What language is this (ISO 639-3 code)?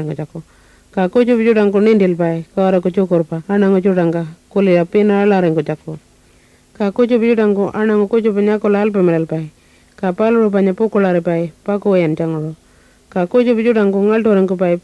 pjt